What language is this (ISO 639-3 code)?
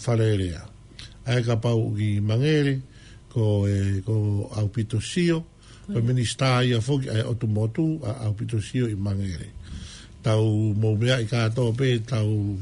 ton